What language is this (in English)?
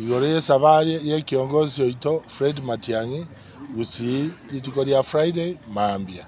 Gusii